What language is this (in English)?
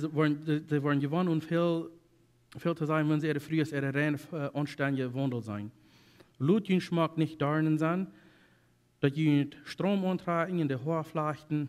Plautdietsch